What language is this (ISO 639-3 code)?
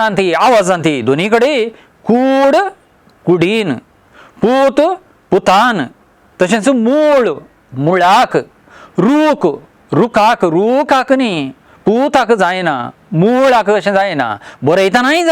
kok